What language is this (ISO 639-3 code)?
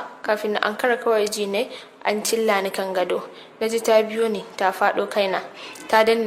hau